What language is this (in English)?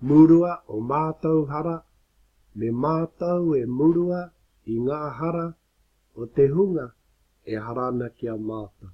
Māori